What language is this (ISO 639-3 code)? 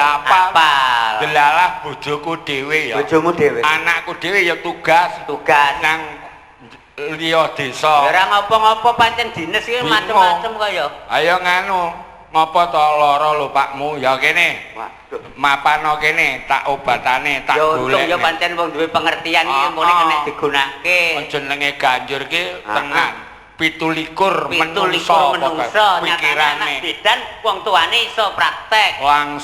jav